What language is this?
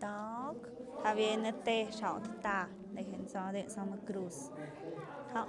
Tlahuitoltepec Mixe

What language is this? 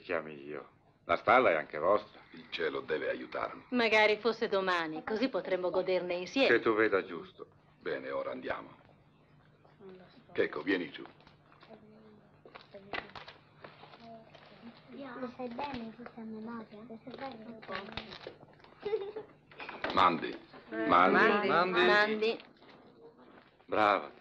Italian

